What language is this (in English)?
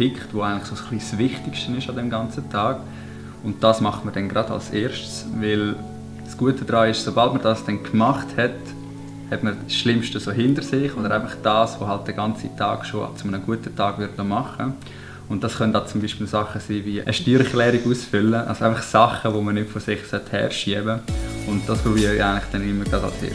Swiss German